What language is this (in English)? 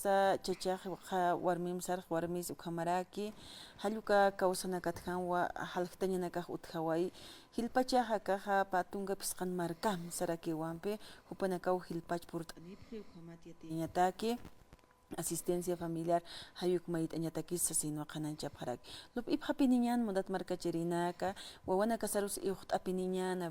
Aymara